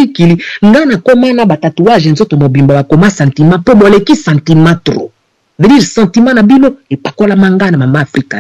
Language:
Lingala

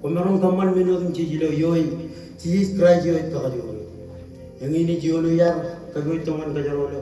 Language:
Marshallese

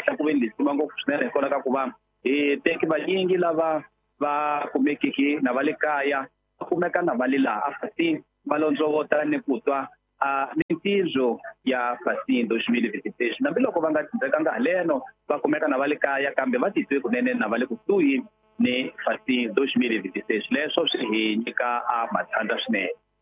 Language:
Tsonga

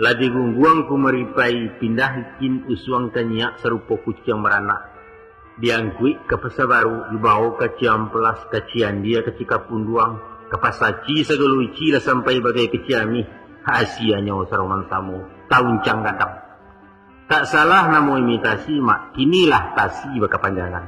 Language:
Minangkabau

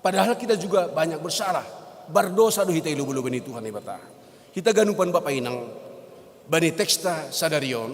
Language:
Batak Simalungun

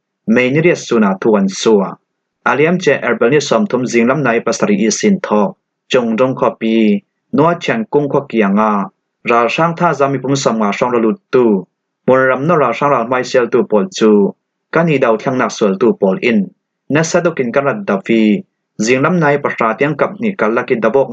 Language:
Falam Chin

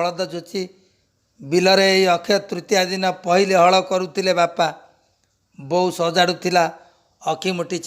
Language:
Odia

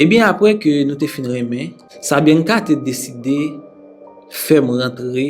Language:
Haitian Creole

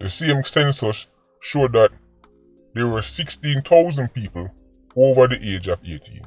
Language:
Jamaican Creole English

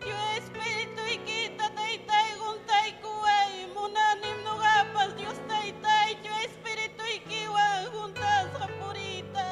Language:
Ayacucho Quechua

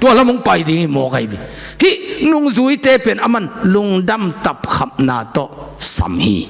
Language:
Tedim Chin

